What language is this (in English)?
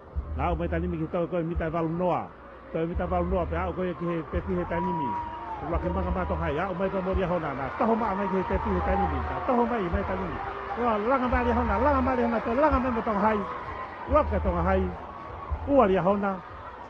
Tongan